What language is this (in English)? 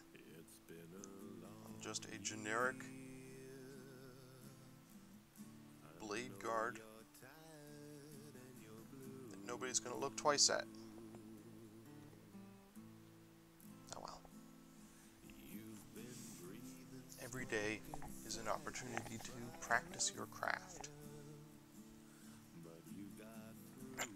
English